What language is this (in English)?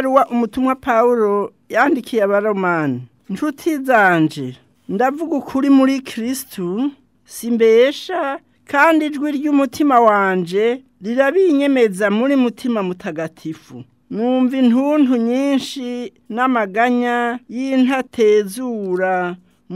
Rundi